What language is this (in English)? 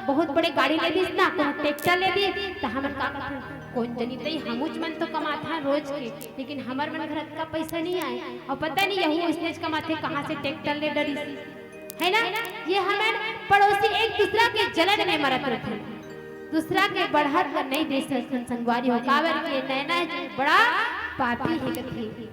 Chhattisgarhi